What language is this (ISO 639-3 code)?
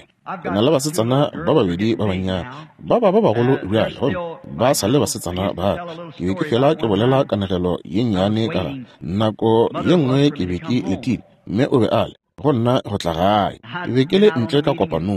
nso